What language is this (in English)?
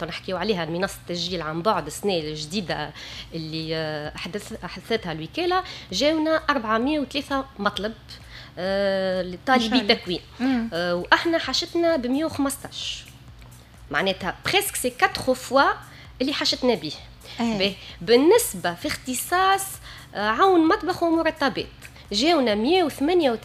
Tunisian Arabic